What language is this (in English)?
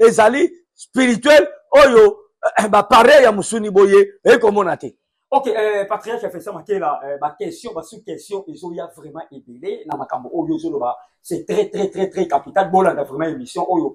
Lingala